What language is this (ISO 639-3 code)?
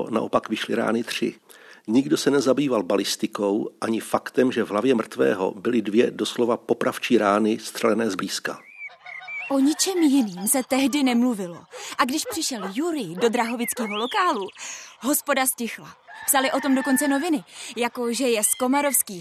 ces